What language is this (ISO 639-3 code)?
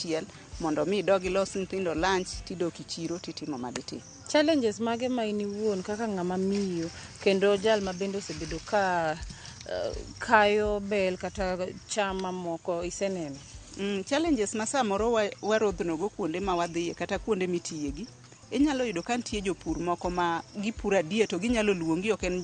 luo